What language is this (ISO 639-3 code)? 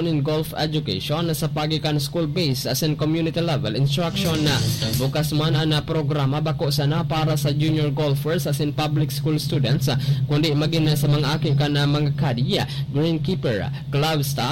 bik